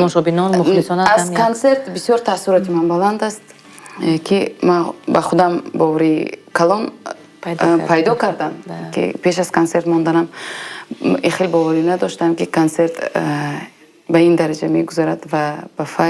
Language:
Tajik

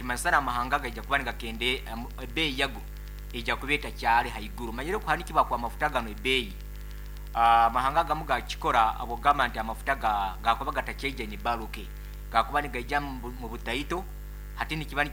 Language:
Nyankole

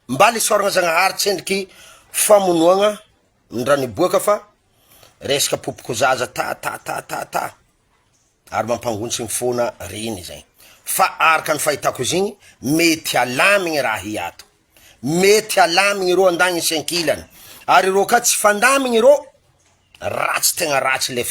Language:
Malagasy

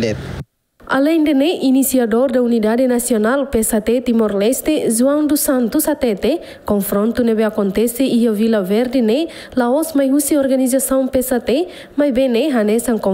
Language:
Tetum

